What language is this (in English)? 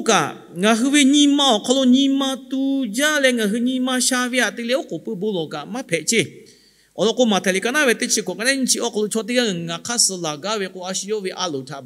Lahu